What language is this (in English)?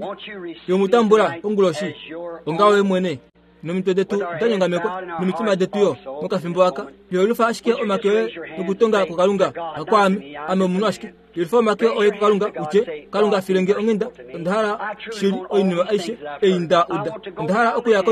Kuanyama